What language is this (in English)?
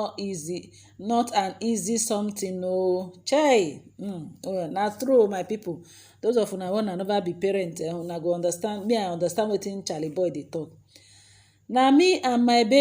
Nigerian Pidgin